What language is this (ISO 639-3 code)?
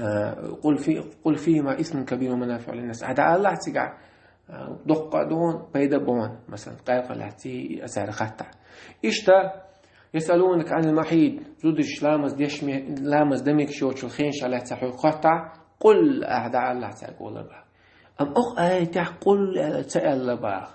che